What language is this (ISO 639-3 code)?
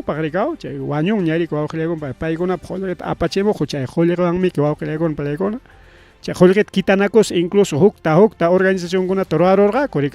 quy